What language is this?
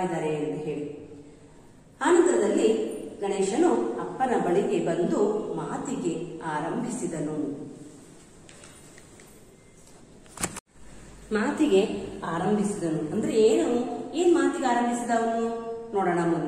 Kannada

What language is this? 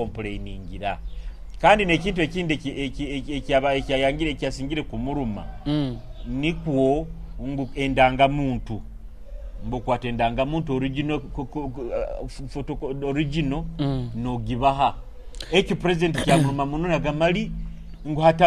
Nyoro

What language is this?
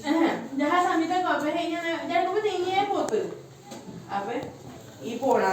Guarani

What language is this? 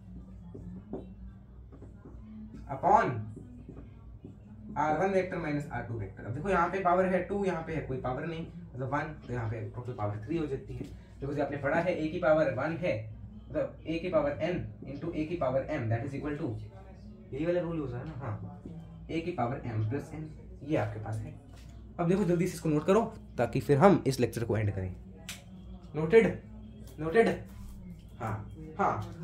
Hindi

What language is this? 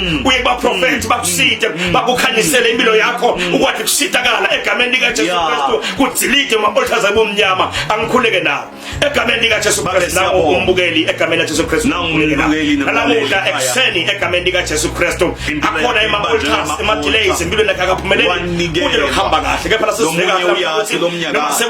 Zulu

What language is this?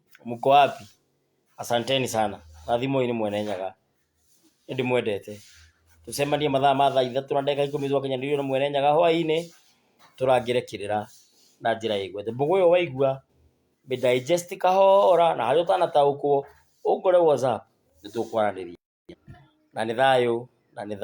Kikuyu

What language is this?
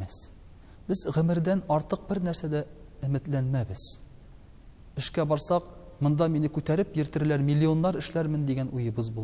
Tatar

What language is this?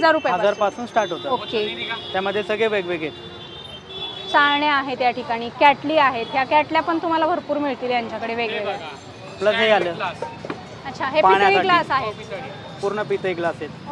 Marathi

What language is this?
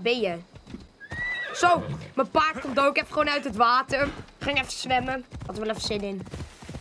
Dutch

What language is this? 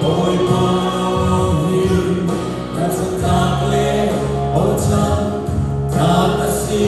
Hakha Chin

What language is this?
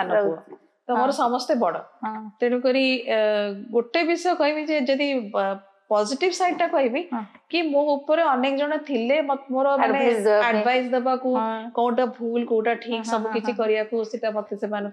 Odia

